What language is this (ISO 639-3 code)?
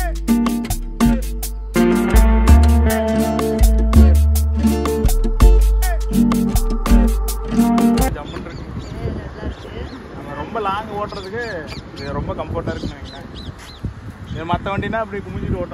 tam